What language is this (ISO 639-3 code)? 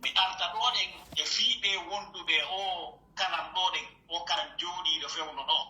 fuf